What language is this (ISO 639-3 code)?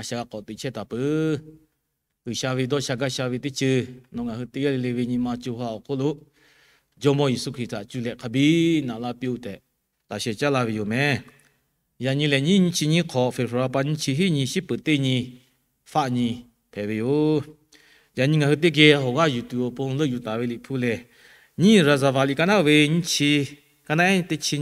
lhu